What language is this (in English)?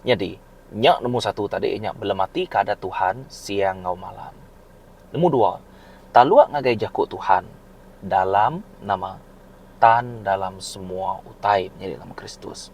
Iban